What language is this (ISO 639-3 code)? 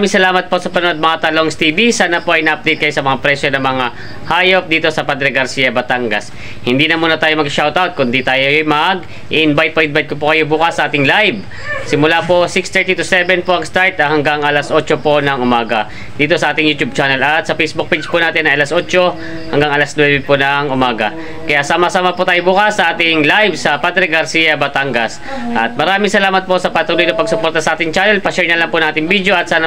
fil